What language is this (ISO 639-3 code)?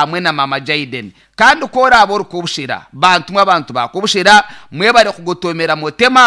nyn